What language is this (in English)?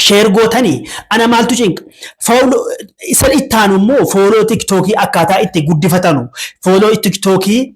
Oromo